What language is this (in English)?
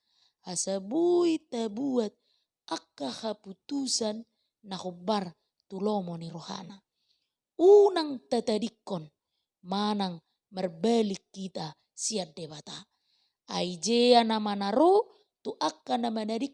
Batak Toba